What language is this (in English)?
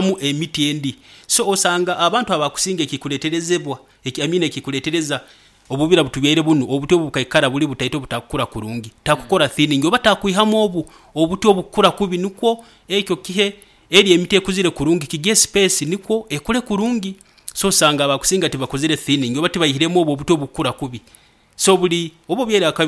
Nyoro